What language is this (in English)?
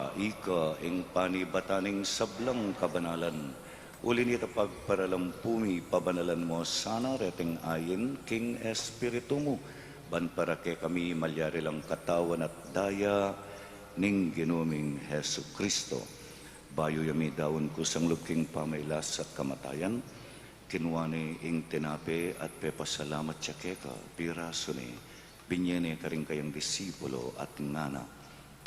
Pampanga